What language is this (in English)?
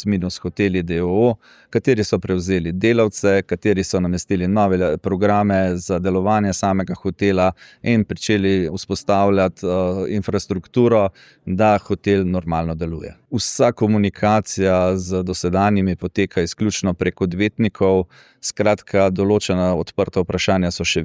Slovenian